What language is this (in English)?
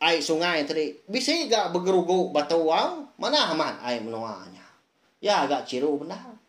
Iban